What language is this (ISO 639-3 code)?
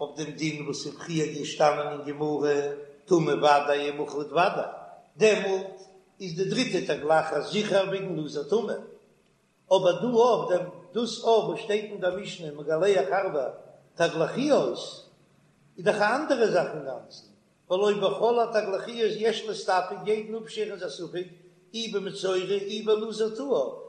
yid